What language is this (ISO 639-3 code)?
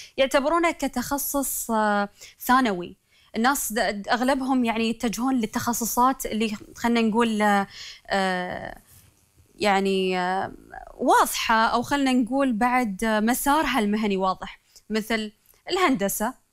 afb